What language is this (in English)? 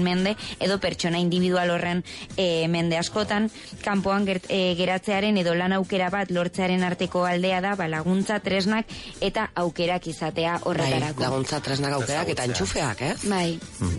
Basque